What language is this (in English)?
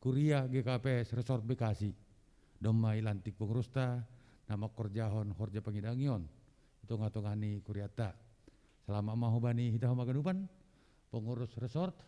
Batak Simalungun